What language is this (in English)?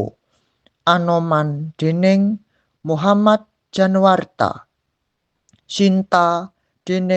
Javanese